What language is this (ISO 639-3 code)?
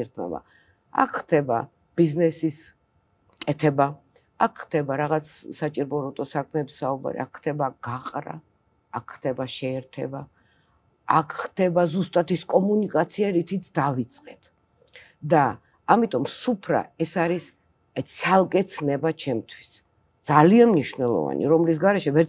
kat